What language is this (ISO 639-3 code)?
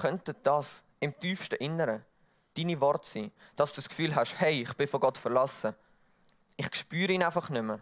gsw